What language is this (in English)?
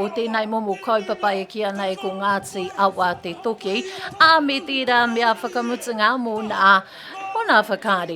Māori